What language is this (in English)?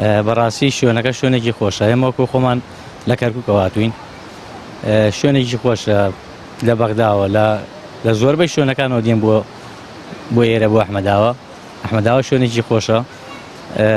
Central Kurdish